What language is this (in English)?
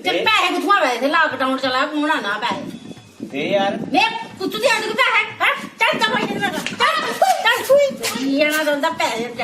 Dogri